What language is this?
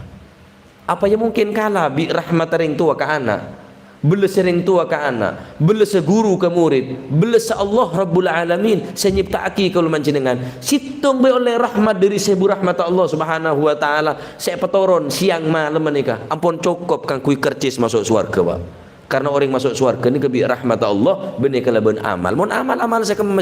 Madurese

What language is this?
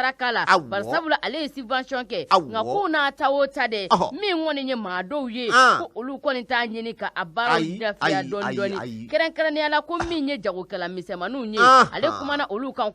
Bambara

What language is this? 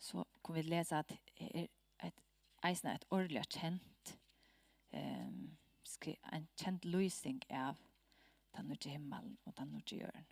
Faroese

